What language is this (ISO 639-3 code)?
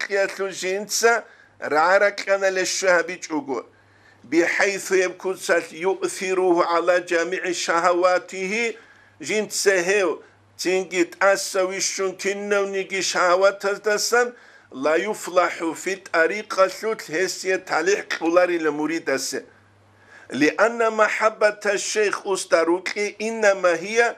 ava